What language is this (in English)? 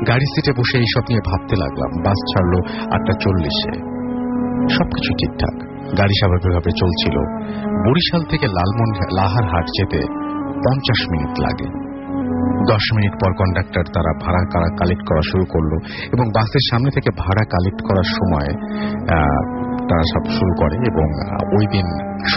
Bangla